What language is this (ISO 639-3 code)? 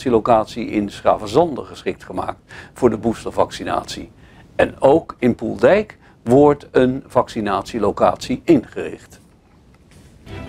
nld